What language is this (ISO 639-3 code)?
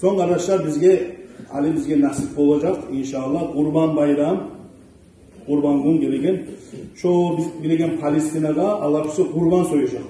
kum